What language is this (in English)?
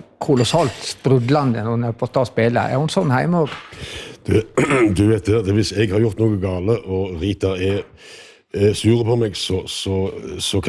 Norwegian